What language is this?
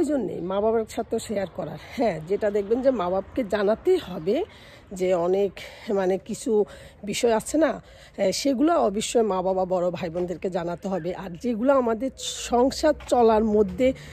Bangla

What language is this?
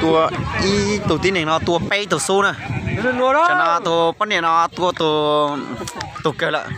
Hmong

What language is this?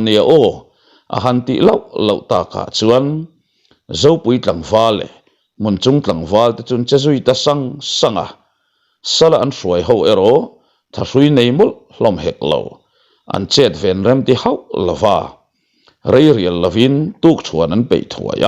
Mizo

